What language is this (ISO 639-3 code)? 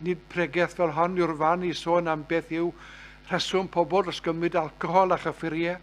cym